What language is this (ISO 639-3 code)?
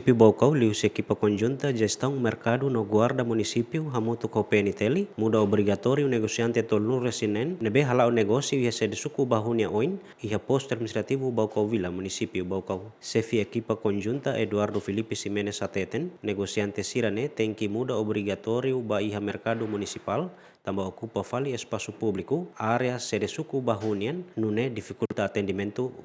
tet